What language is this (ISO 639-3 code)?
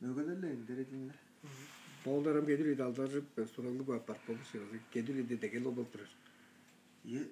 tyv